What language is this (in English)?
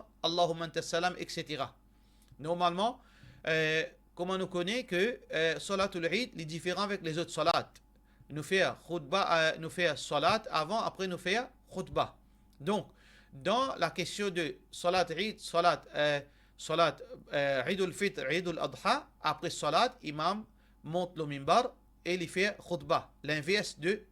Morisyen